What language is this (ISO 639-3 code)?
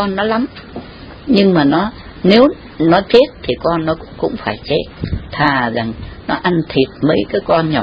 vie